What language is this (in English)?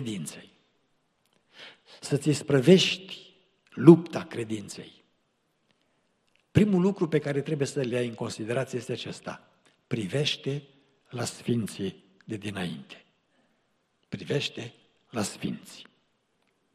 Romanian